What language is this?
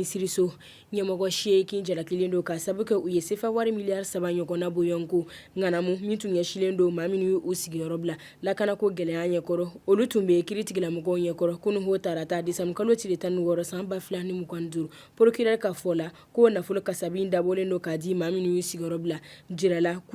Bambara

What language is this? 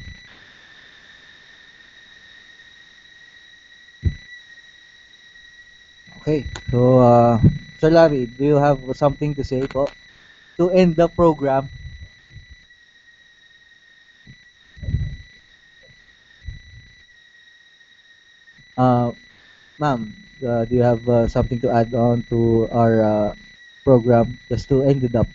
Filipino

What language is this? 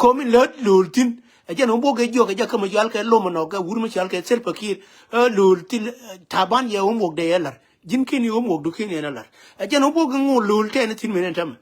Nuer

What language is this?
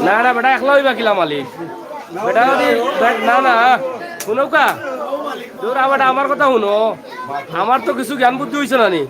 Sylheti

